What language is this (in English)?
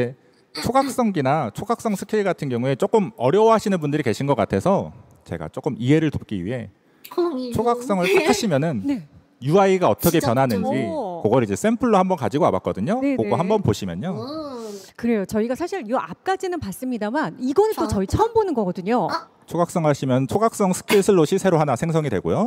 Korean